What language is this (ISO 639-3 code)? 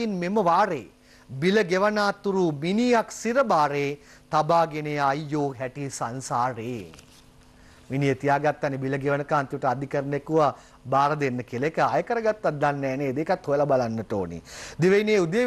sin